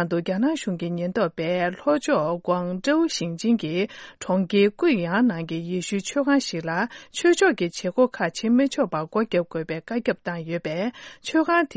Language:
Tibetan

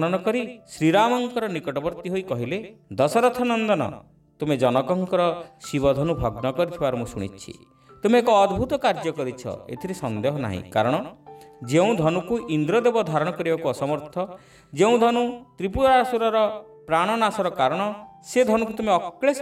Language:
Odia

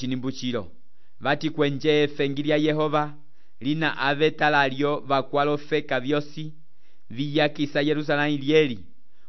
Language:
Umbundu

